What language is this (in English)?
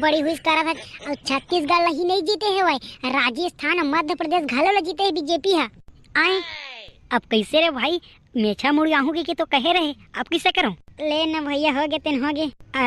Chhattisgarhi